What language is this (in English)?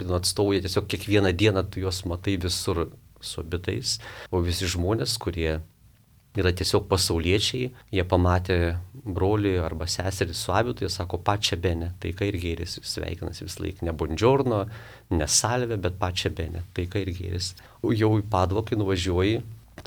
Lithuanian